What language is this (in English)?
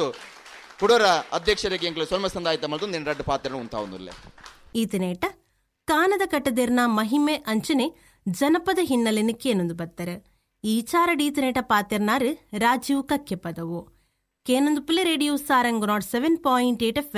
Tulu